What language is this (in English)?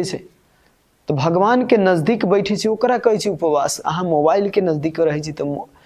Maithili